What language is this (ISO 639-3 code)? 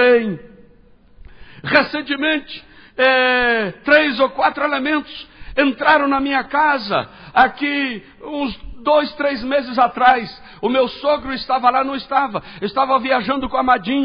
por